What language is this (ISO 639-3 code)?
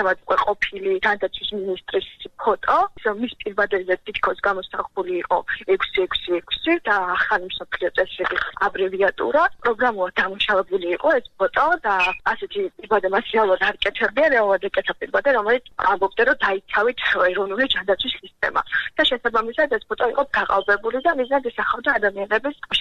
kat